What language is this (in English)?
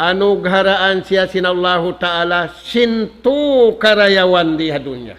Tausug